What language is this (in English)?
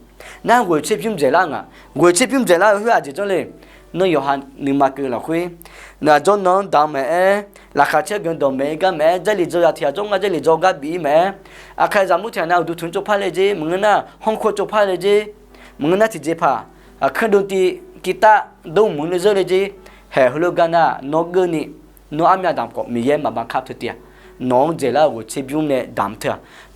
Akha